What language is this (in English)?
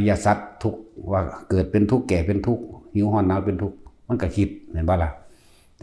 Northeastern Thai